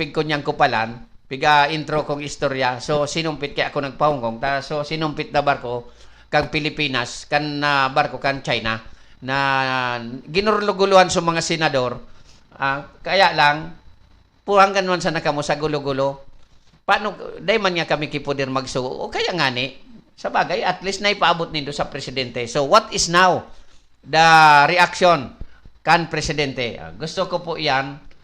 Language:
Bikol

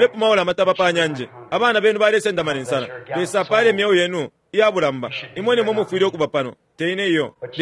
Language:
Bemba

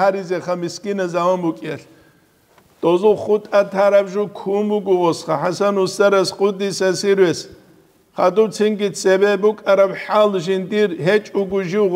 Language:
Avaric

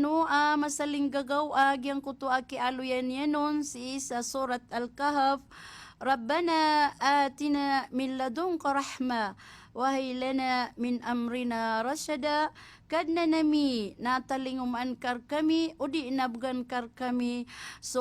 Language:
Maranao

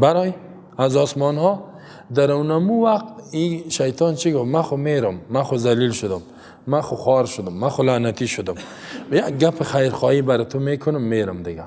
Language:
Persian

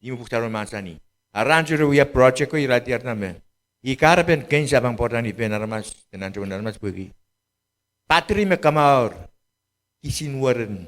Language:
Pohnpeian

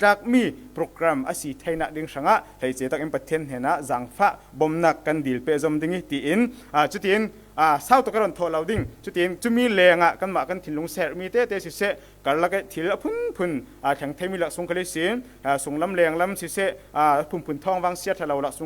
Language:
Falam Chin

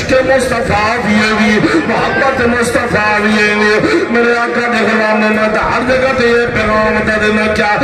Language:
Saraiki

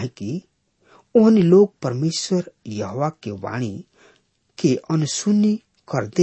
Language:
Bhojpuri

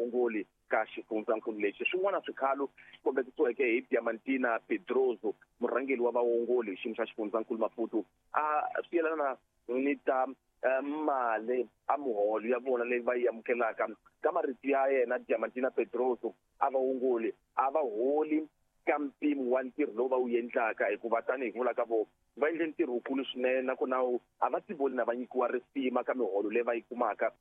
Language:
Tsonga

